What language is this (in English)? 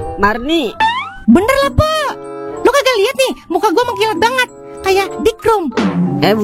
Betawi